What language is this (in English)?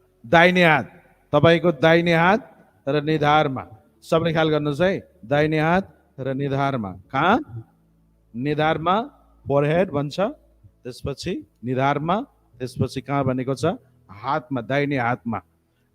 Nepali